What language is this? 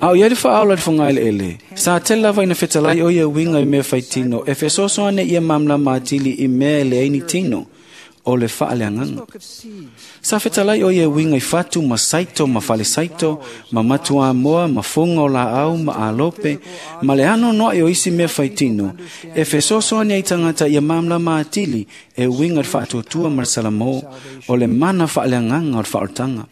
Samoan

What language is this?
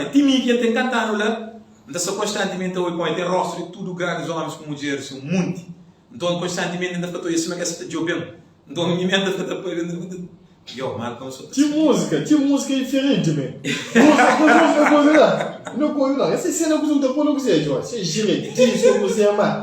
Kabuverdianu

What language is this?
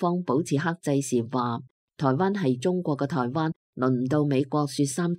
Cantonese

